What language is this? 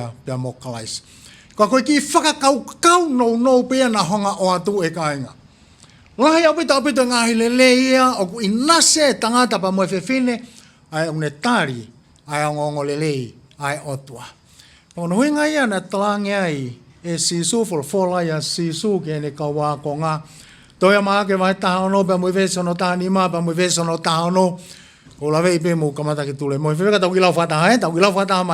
Tongan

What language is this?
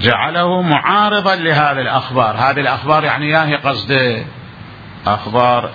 Mesopotamian Arabic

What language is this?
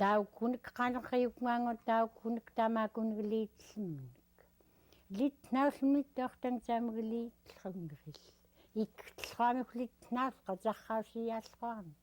Central Yupik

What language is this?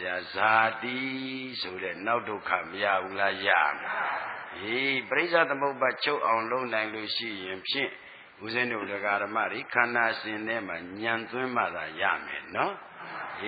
Burmese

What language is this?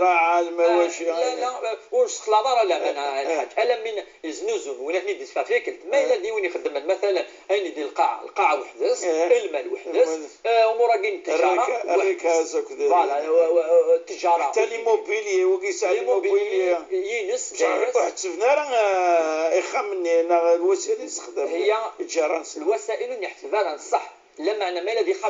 Moroccan Arabic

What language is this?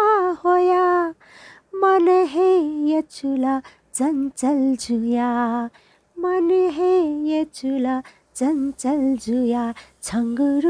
Newari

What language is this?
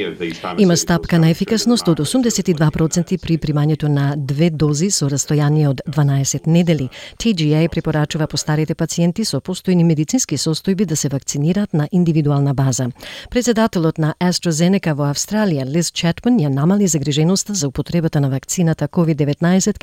Macedonian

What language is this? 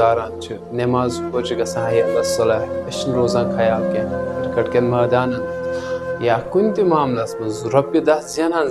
Kashmiri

